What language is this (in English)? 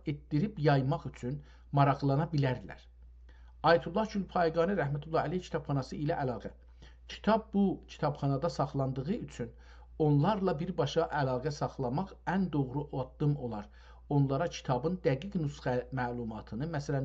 South Azerbaijani